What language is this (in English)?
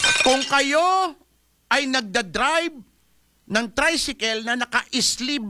Filipino